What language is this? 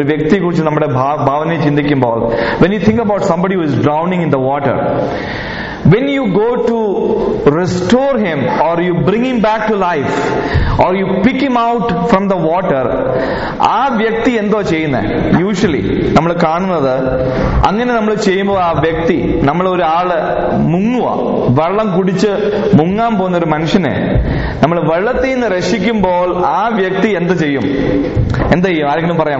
Malayalam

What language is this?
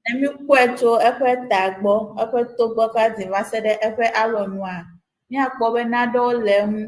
Ewe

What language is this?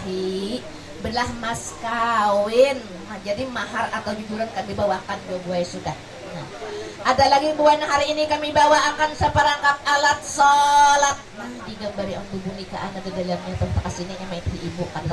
Banjar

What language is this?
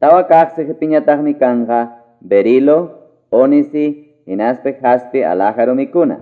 Ayacucho Quechua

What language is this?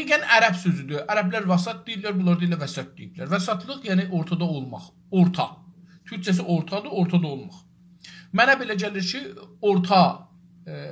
South Azerbaijani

